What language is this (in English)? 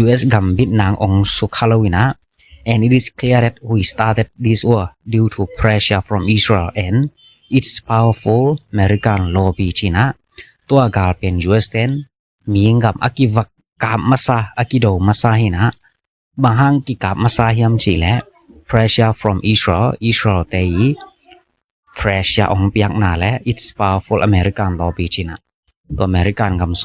Tedim Chin